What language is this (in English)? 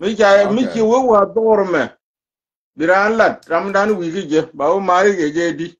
Nuer